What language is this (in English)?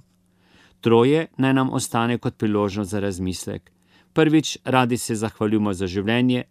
Slovenian